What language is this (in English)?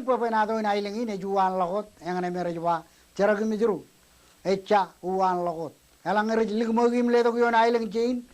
Marshallese